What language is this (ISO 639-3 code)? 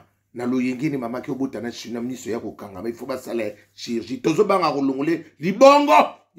lin